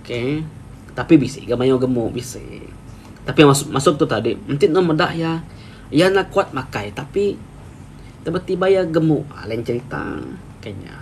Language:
Iban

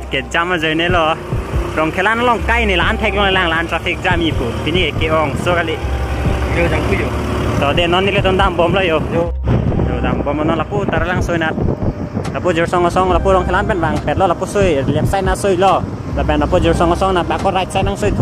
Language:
Karbi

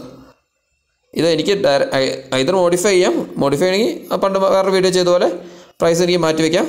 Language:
Malayalam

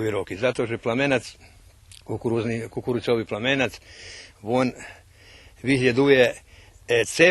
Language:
Rusyn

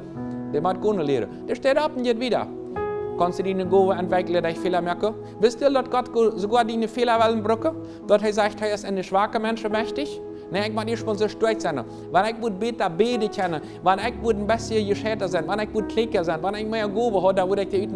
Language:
Plautdietsch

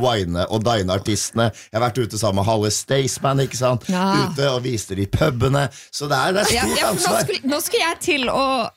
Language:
Norwegian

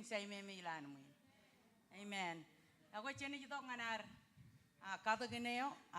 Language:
Marshallese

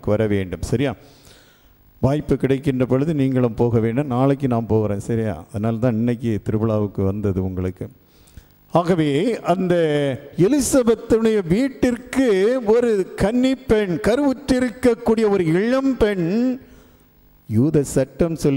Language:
Tamil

